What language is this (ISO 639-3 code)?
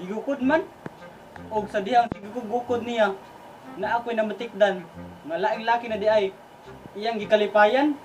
ceb